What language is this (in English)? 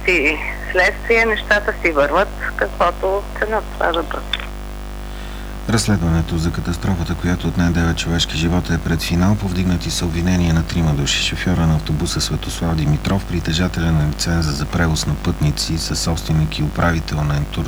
Bulgarian